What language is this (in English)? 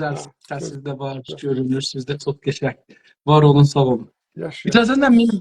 South Azerbaijani